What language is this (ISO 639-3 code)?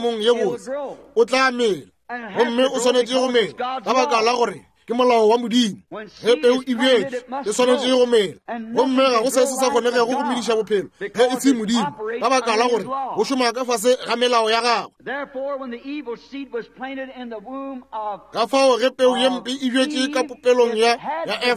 nso